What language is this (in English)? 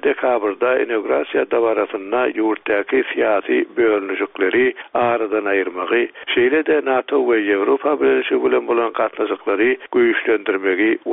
Turkmen